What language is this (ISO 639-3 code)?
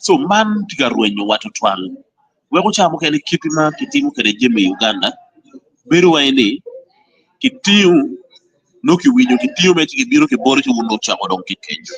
ach